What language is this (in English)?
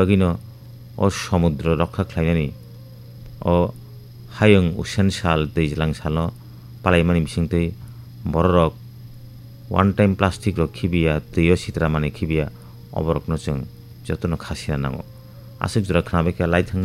Kok Borok